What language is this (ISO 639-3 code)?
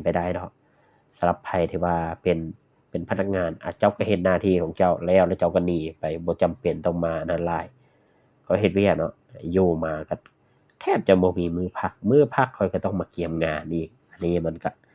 lao